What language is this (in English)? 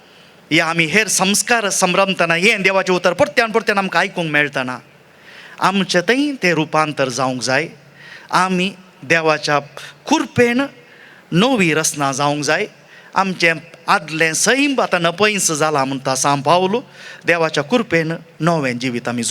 Konkani